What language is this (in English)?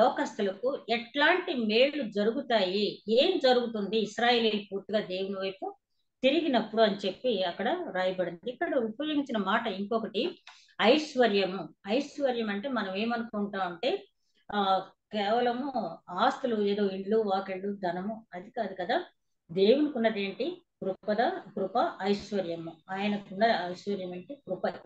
Telugu